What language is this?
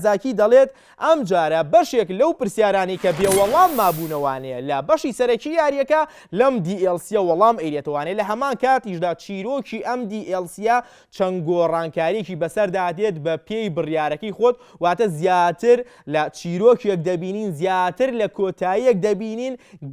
Central Kurdish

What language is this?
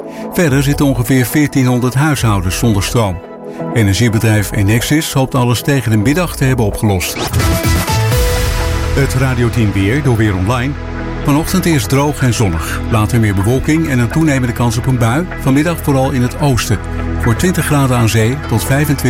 Dutch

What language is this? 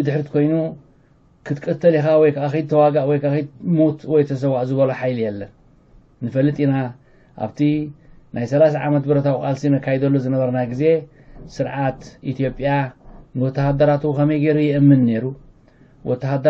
Tigrinya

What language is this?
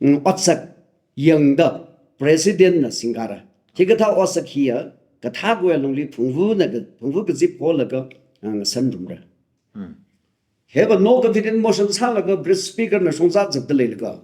Tangkhul Naga (India)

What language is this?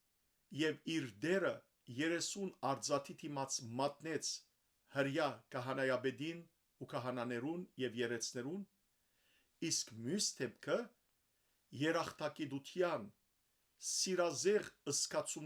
Western Armenian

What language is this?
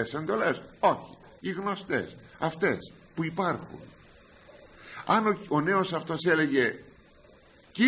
Greek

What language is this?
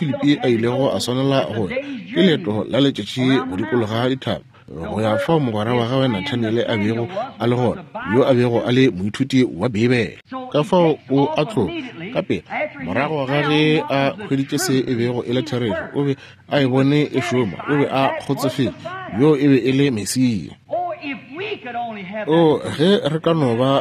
Northern Sotho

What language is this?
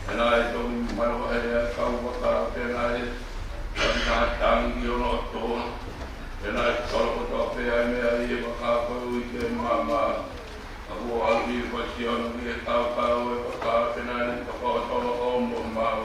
Tongan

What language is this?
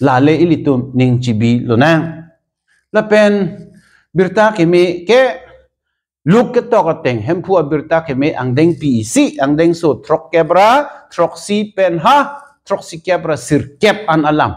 Karbi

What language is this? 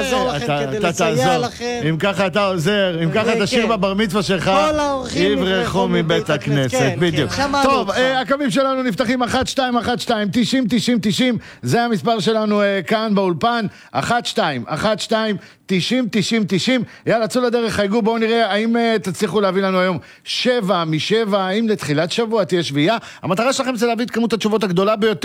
Hebrew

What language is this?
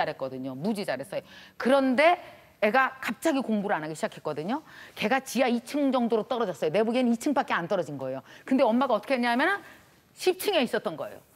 Korean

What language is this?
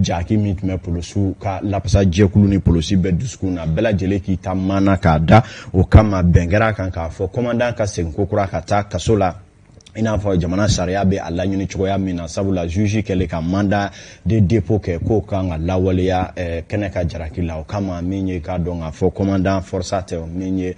Bambara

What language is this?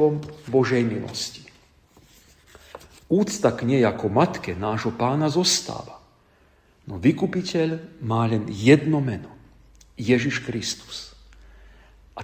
Slovak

